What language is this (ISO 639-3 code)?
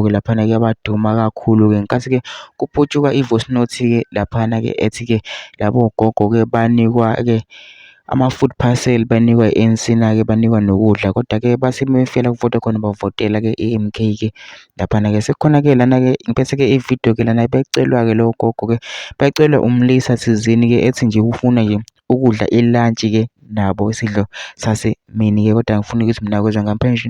zul